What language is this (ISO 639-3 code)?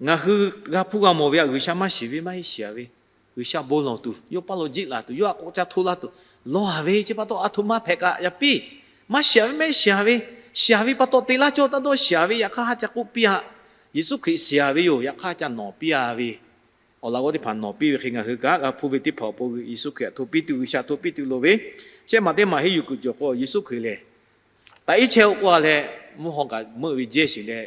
lhu